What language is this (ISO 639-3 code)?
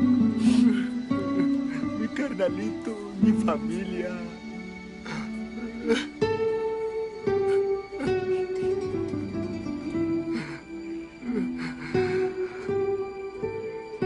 spa